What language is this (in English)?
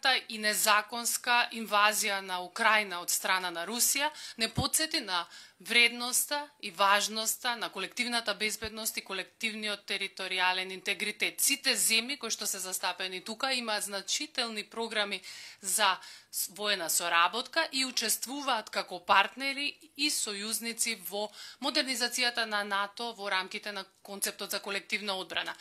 Macedonian